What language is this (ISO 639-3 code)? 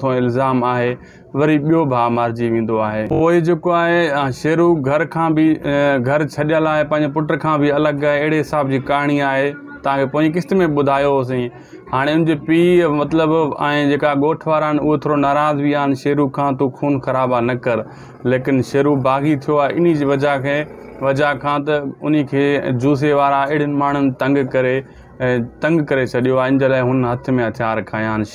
snd